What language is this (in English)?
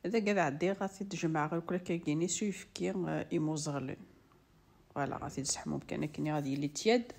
Kabyle